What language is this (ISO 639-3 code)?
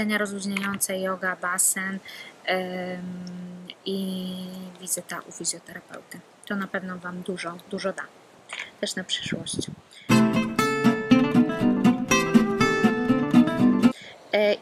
pol